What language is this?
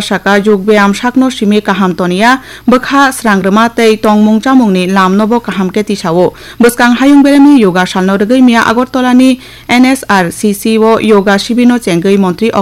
Kok Borok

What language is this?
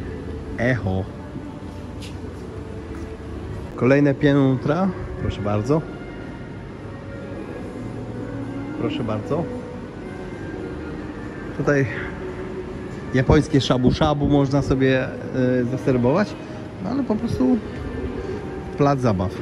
Polish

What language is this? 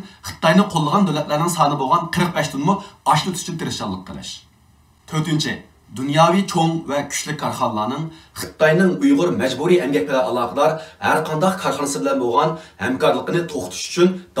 Uyghur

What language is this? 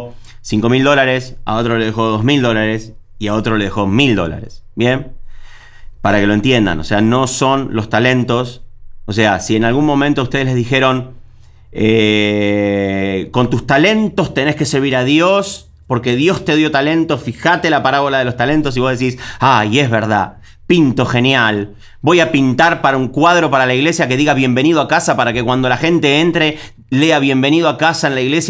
Spanish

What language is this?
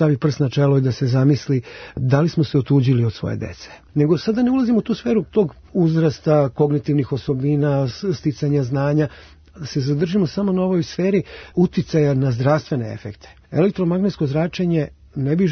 Serbian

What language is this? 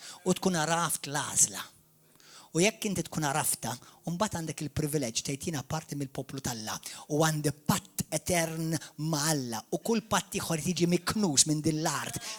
Maltese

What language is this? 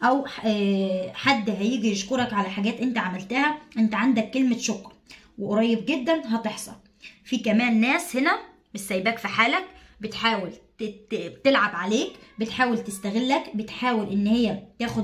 Egyptian Arabic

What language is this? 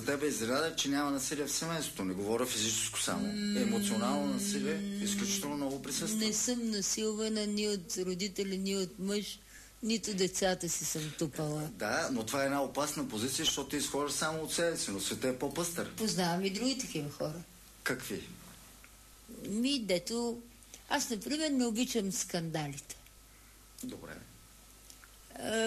Bulgarian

